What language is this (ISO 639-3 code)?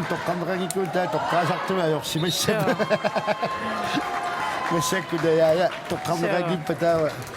kal